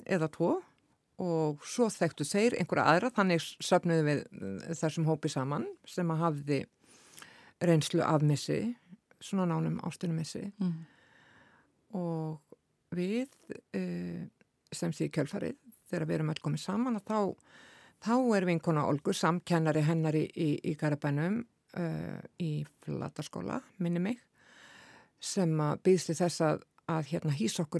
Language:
Icelandic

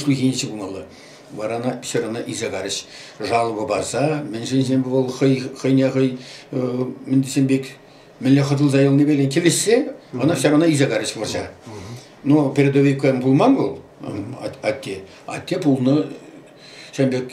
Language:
Chuvash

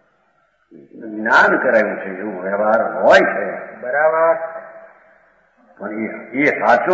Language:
Gujarati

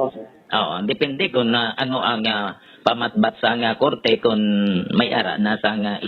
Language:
Hiligaynon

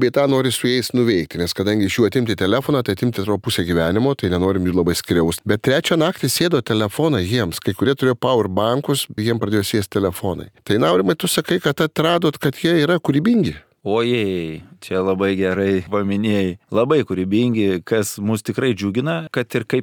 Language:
Lithuanian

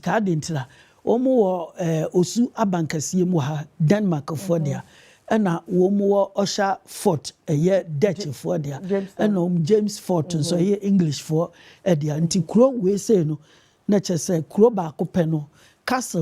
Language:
Akan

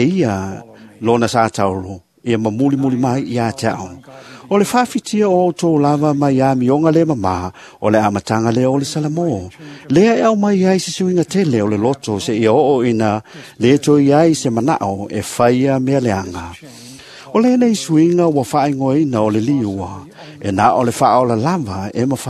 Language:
Samoan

